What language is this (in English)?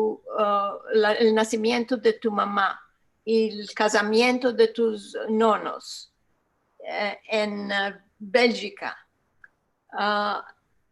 Ladino